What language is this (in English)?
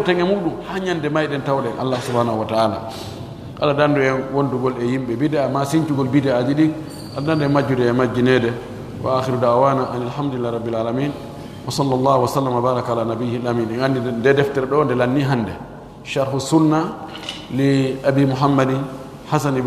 Pular